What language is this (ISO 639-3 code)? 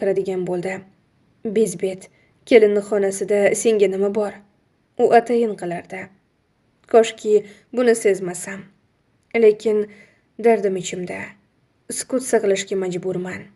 uzb